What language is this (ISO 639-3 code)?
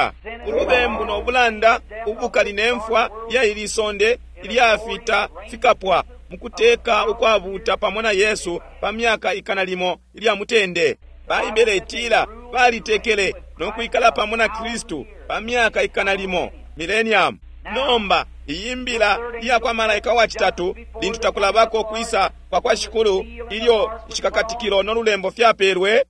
bem